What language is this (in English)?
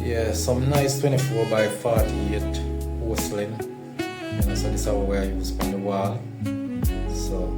Jamaican Creole English